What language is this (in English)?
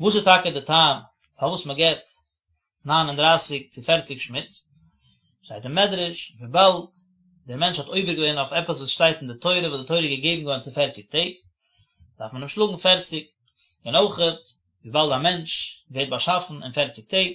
Yiddish